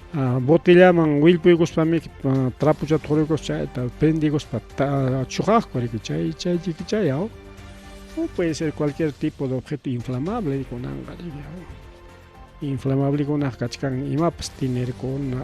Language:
Ayacucho Quechua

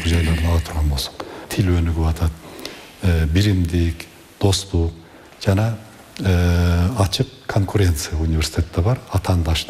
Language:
Kyrgyz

